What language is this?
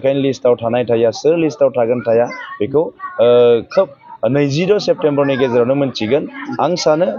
Bodo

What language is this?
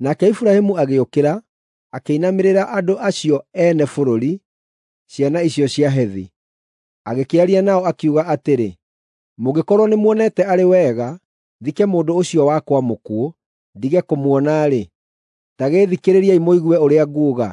Kikuyu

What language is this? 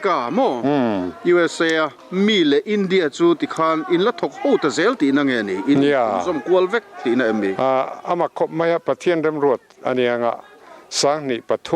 Mizo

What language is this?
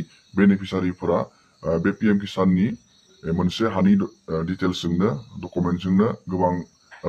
Bodo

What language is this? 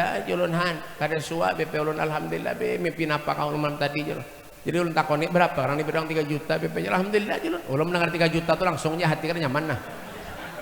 Banjar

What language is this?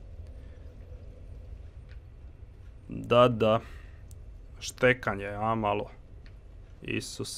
Croatian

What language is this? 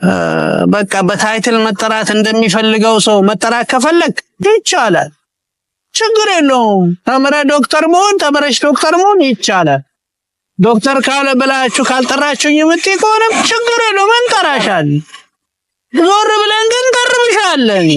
Amharic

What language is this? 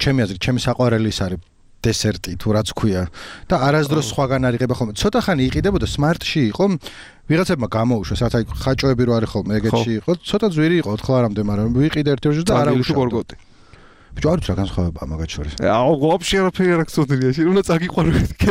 Georgian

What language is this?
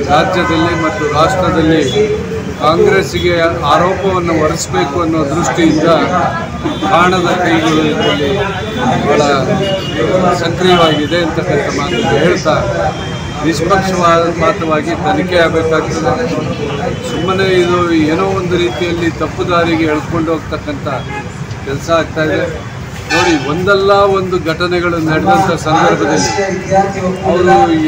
Kannada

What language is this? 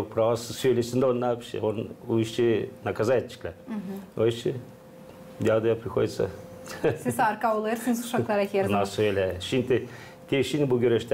Gagauz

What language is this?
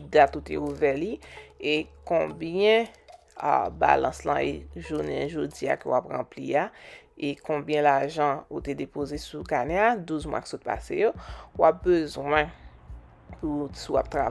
Haitian Creole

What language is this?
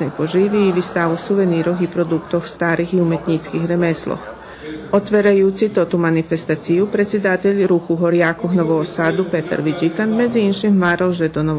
Rusyn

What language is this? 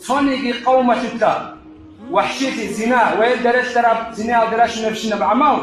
Avaric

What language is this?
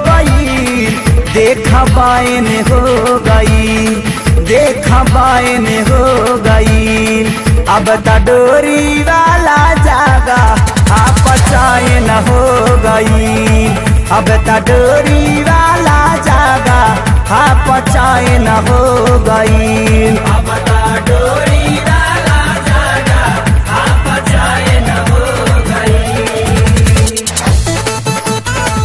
Bhojpuri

